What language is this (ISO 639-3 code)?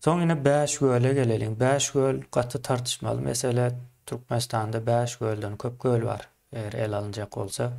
tuk